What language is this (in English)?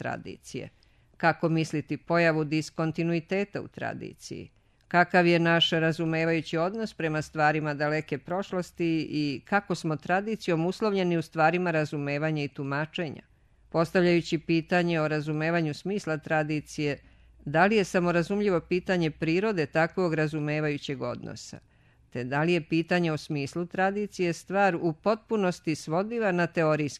Serbian